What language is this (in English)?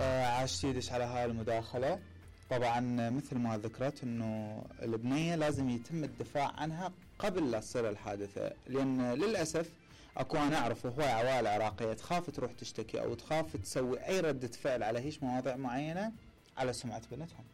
Mesopotamian Arabic